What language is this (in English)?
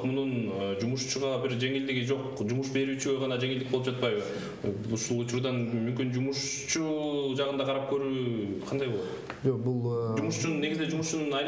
Kyrgyz